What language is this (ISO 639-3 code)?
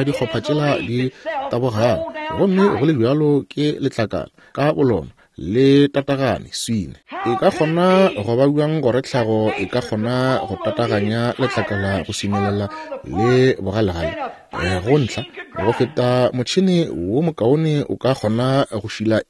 nso